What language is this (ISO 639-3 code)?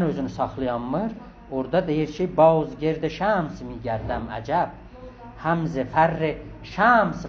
azb